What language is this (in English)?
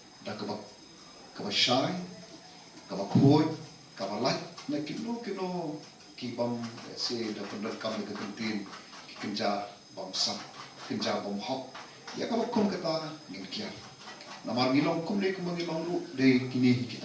Khasi